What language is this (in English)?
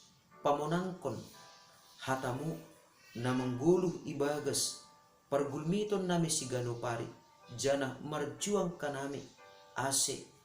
Batak Simalungun